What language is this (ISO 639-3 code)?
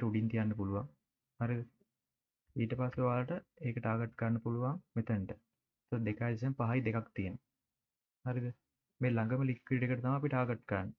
sin